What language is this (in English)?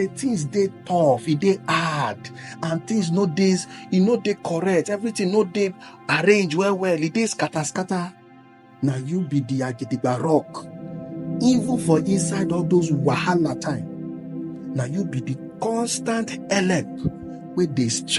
Nigerian Pidgin